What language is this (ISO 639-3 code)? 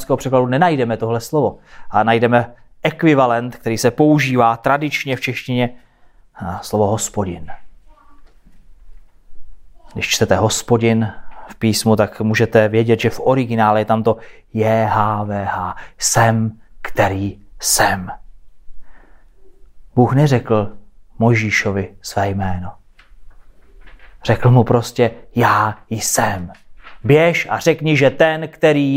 ces